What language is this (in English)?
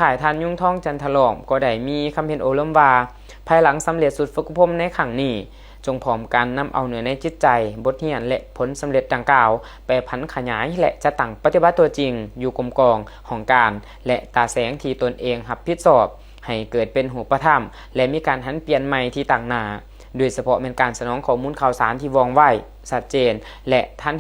Lao